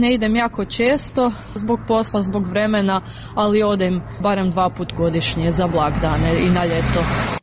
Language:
Croatian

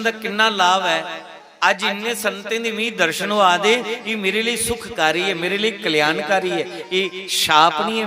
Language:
Dogri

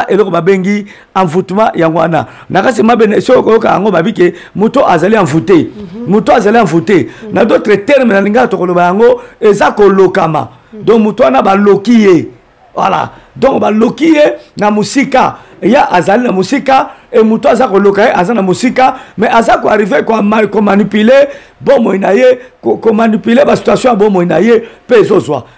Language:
Lingala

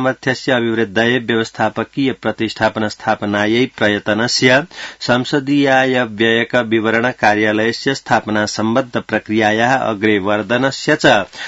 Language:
Sanskrit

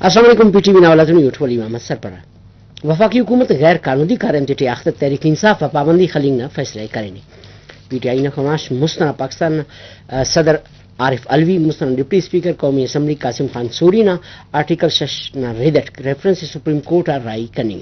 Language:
Brahui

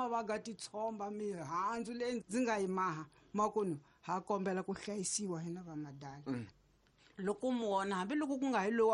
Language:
Tsonga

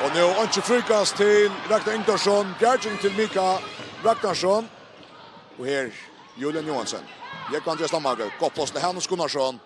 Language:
Faroese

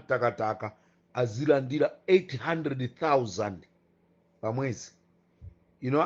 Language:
Nyanja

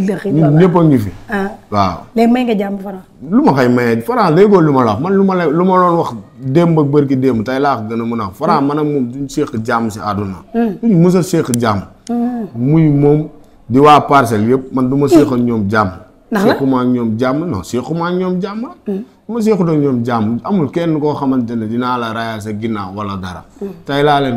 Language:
Wolof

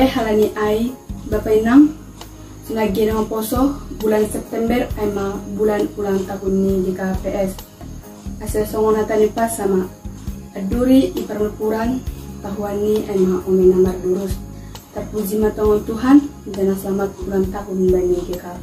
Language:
Batak Simalungun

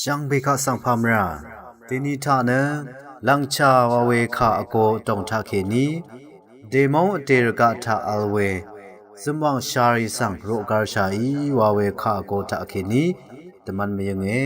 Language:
Rawang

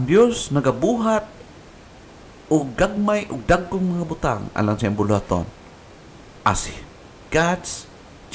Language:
Cebuano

